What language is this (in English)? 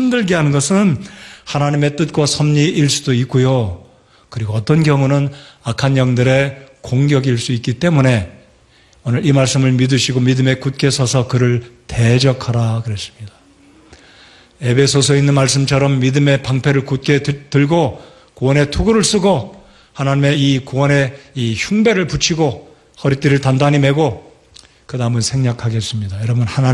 Korean